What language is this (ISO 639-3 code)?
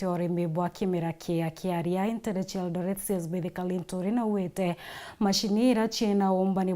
mer